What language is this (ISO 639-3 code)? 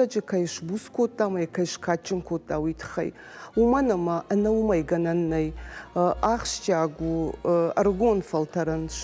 oss